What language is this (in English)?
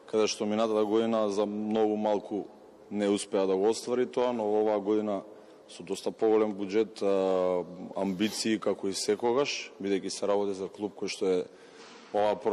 Macedonian